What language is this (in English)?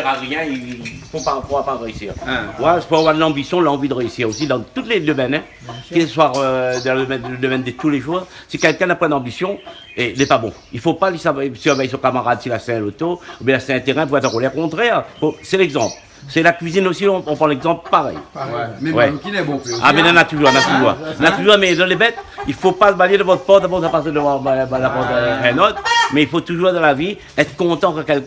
Réunion Creole French